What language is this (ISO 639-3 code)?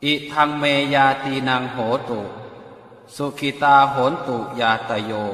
pli